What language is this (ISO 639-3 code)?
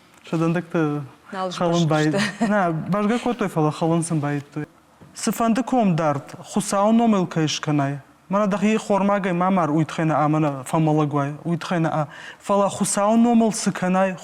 oss